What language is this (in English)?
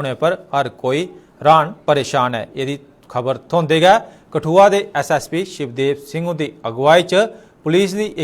Dogri